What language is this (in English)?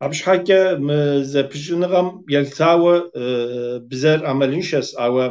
Kabardian